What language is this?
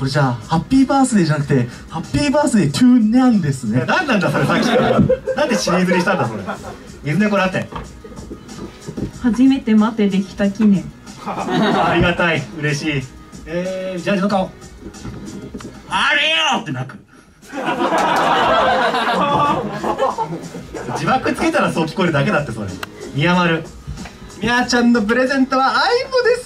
Japanese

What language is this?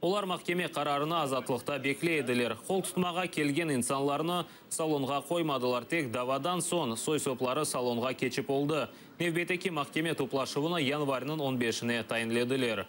Crimean Tatar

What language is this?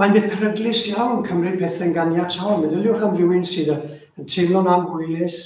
Welsh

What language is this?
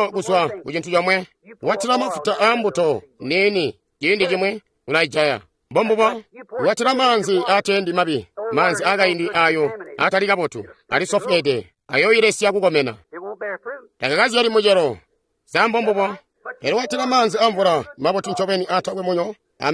Tonga (Zambia)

